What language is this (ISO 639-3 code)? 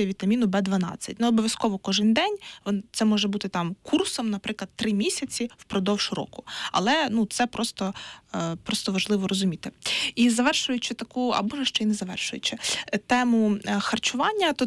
ukr